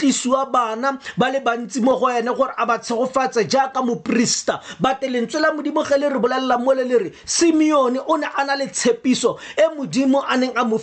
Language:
Tswana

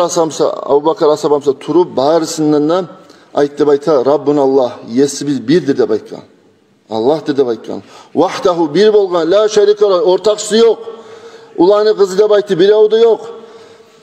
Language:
Kumyk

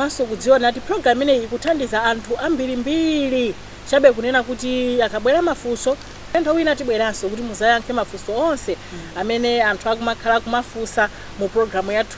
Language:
Nyanja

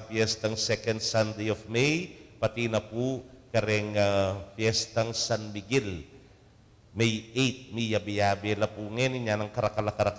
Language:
Pampanga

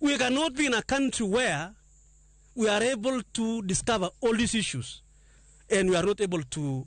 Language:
Luo (Kenya and Tanzania)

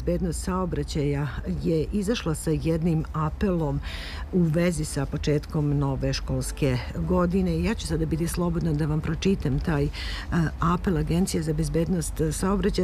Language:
Serbian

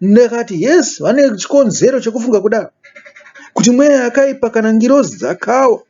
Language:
Shona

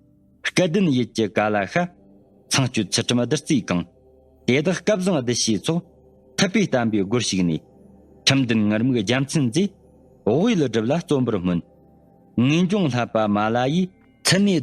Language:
Tibetan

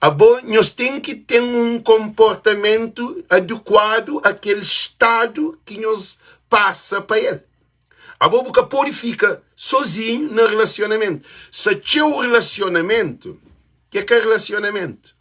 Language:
Kabuverdianu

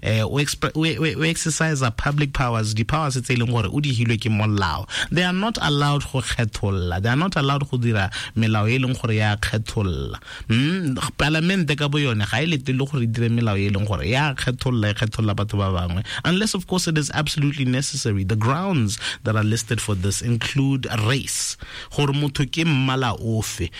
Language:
Tswana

